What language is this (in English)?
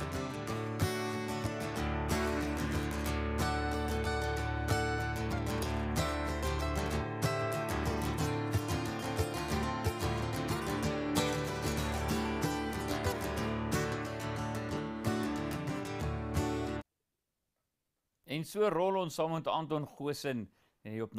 Afrikaans